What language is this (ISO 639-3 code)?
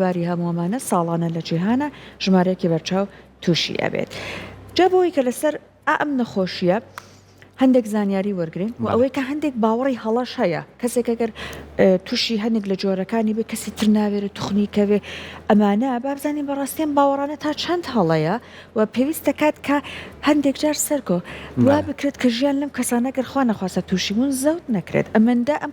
ckb